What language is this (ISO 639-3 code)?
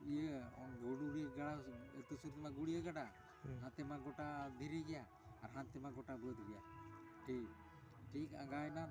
sat